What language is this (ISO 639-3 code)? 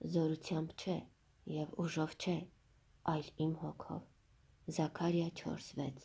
hye